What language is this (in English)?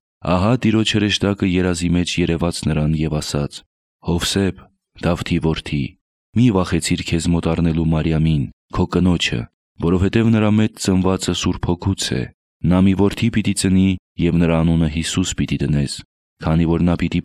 Armenian